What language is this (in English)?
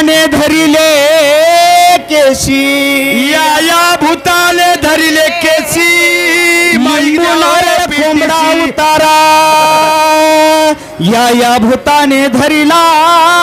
Marathi